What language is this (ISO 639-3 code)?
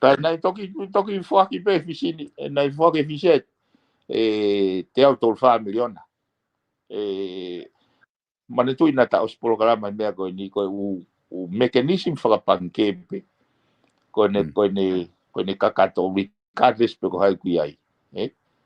ton